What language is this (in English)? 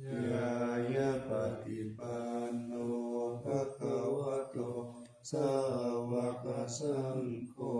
Pali